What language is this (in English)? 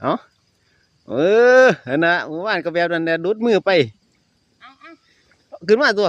Northeastern Thai